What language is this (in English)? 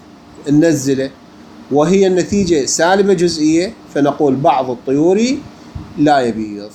Mesopotamian Arabic